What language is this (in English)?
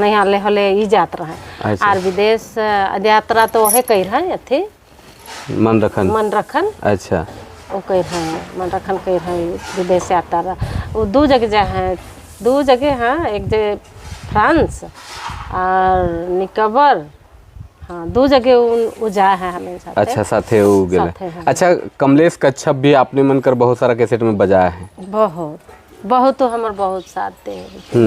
Sadri